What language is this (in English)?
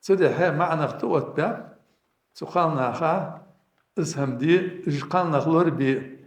Ingush